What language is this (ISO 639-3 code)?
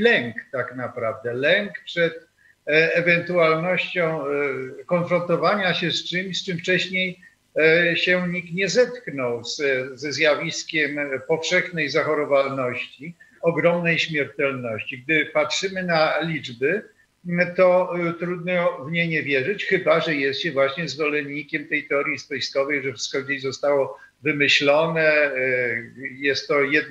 pol